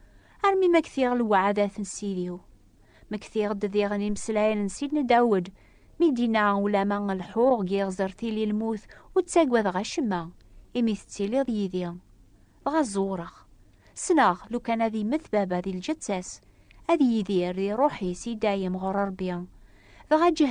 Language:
Kabyle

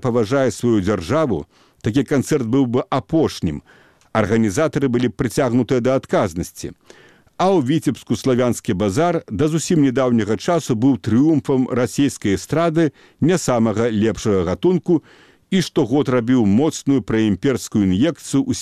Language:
Belarusian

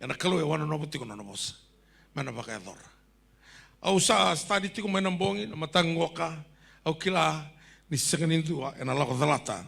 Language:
Fijian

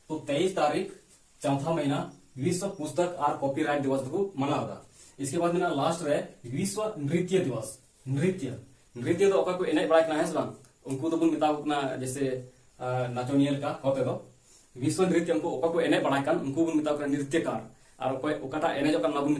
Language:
Santali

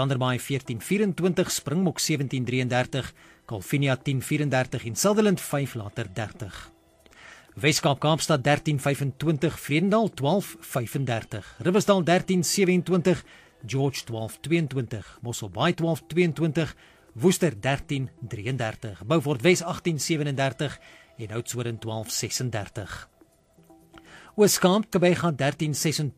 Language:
Afrikaans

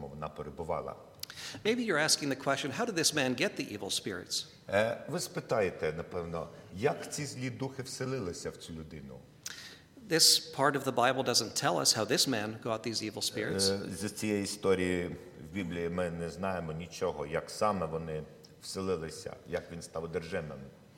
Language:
Ukrainian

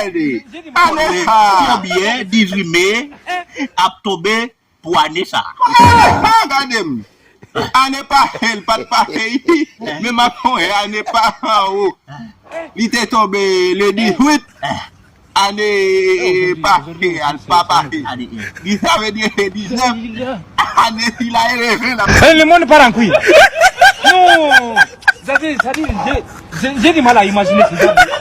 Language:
Haitian Creole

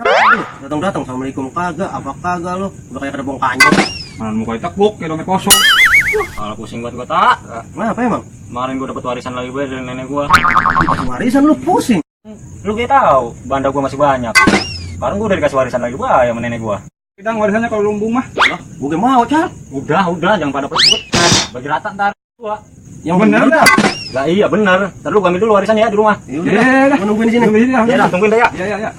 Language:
Betawi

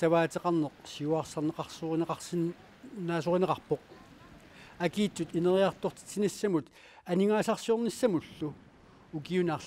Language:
Kalaallisut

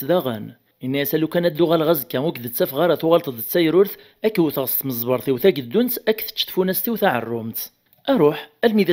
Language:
Kabyle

